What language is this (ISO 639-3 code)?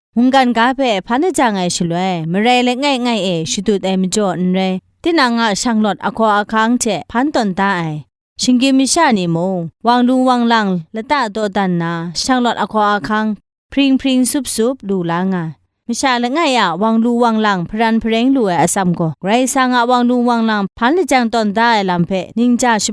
kac